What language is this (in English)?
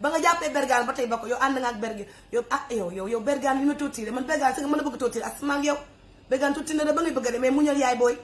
Wolof